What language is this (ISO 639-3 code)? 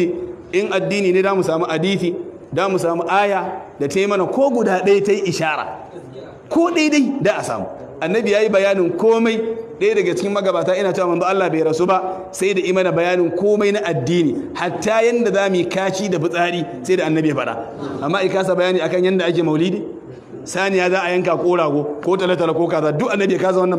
hau